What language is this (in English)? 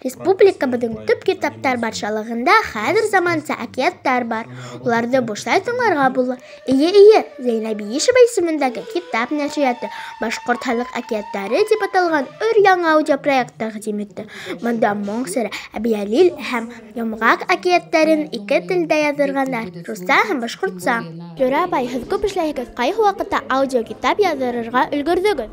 Bashkir